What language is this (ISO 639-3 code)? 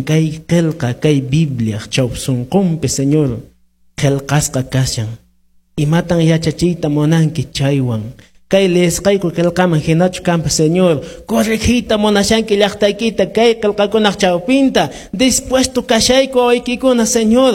que